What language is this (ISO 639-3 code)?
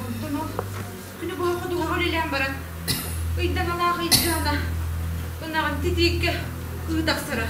sah